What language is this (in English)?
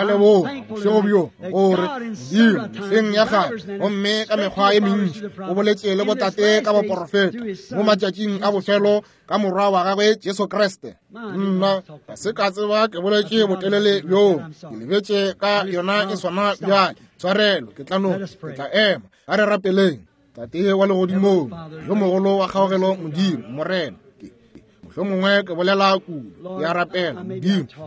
Northern Sotho